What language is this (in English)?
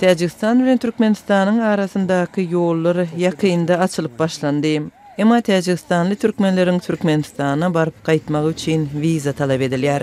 Turkmen